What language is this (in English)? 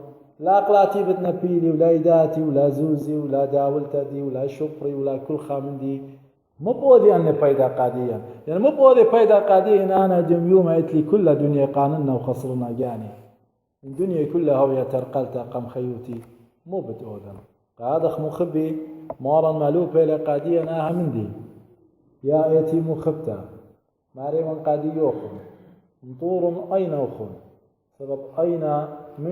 Assyrian Neo-Aramaic